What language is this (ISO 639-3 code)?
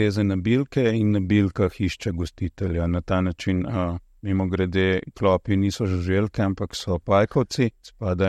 slv